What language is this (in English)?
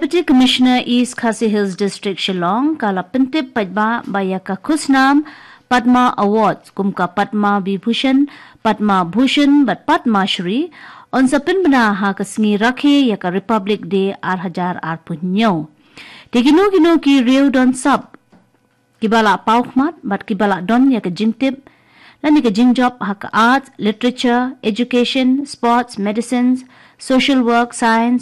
Khasi